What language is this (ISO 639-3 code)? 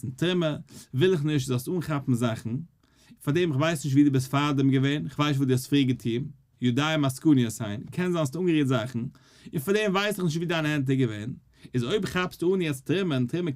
yid